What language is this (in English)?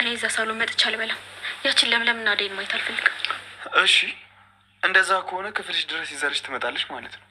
Amharic